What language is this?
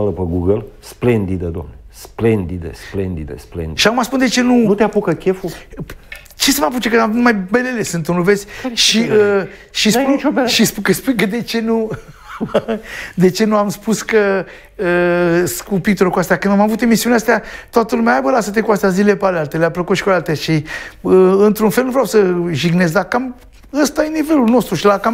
Romanian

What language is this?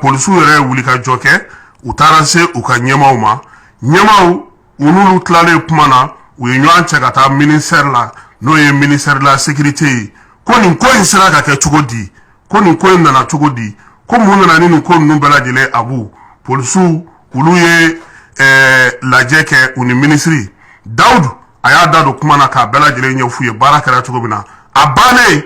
Bambara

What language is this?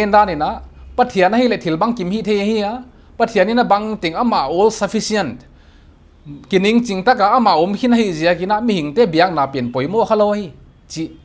Paite Chin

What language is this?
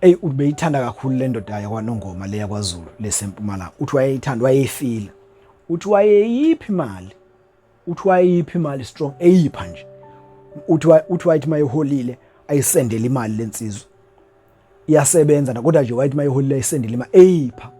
Zulu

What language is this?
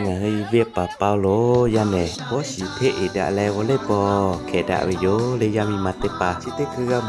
Lahu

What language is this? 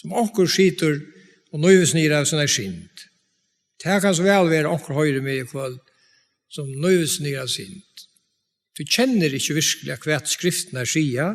Faroese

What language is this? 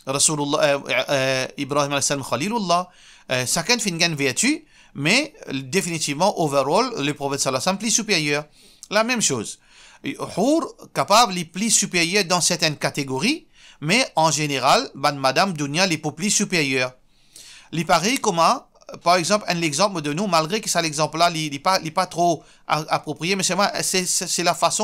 Morisyen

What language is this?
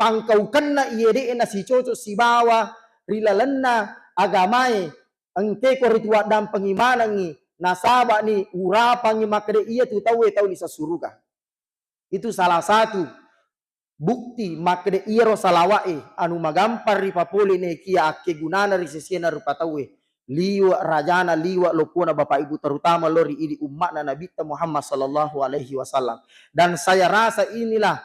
Buginese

